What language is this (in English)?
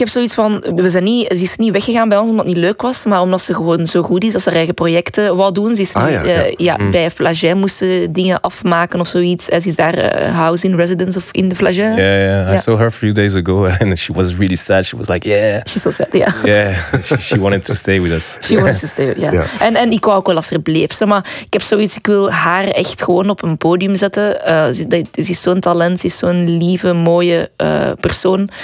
Dutch